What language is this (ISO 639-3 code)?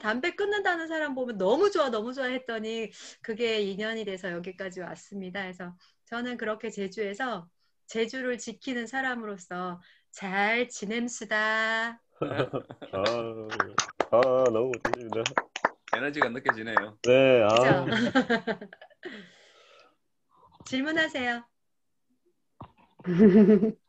kor